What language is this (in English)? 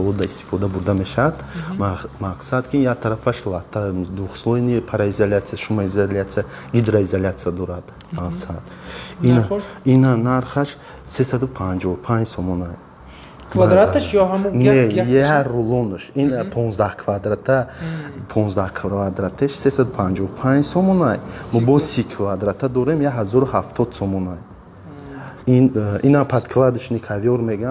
Tajik